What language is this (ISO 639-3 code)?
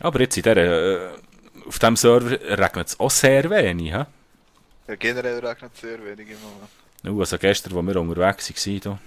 gsw